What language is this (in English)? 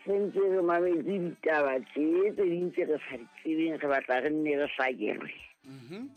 Southern Sotho